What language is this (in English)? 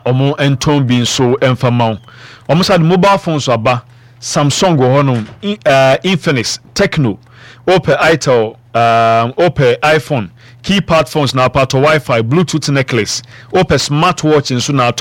Akan